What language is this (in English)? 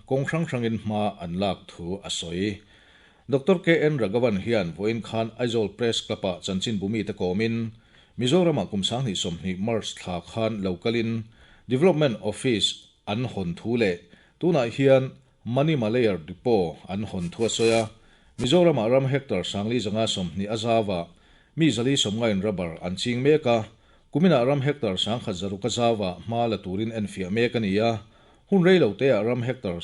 Mizo